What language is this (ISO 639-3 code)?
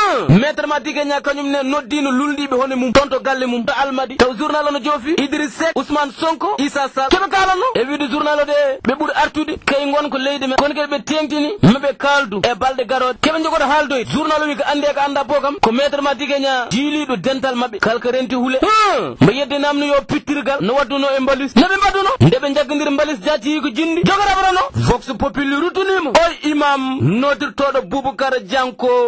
ful